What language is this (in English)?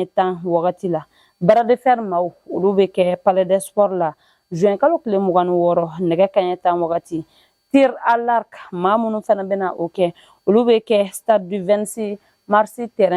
Bambara